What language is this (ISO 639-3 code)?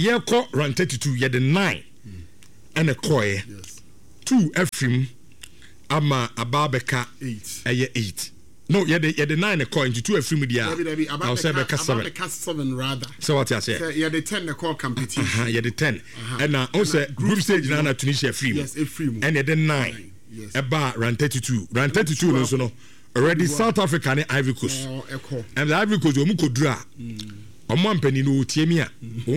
aka